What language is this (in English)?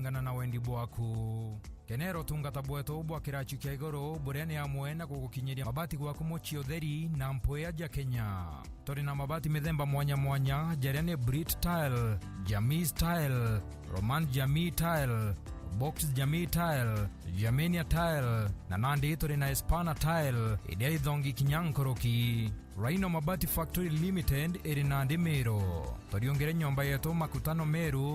Meru